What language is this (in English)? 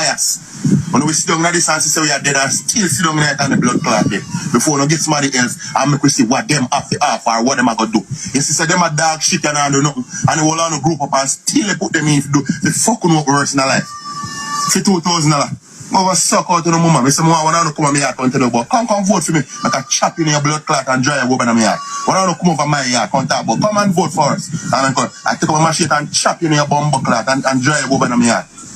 Jamaican Creole English